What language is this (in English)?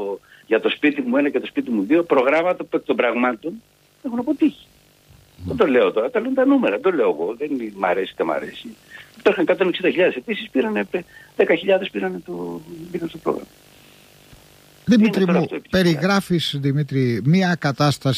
Greek